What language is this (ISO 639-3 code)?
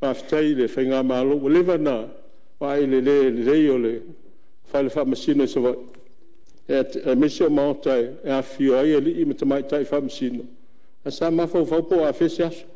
smo